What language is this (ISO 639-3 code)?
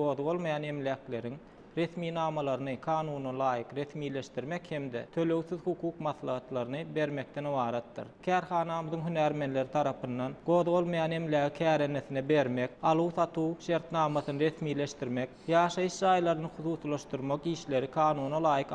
tuk